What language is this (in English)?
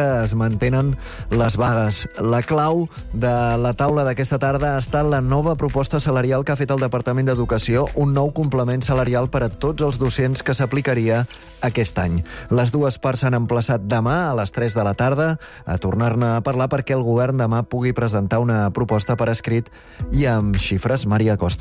Catalan